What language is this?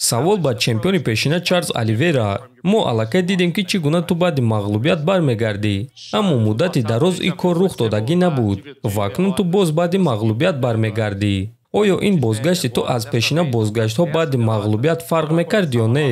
Tajik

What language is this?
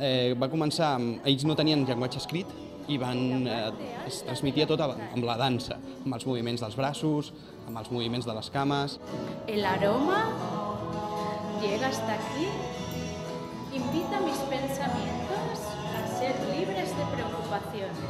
Catalan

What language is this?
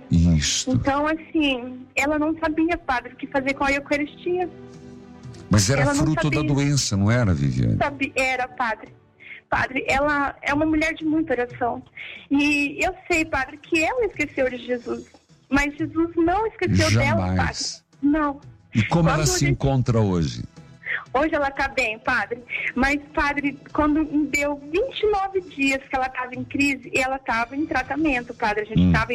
Portuguese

